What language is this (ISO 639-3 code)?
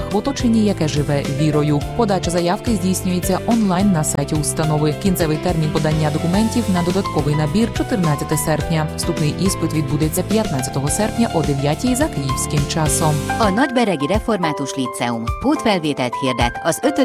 ukr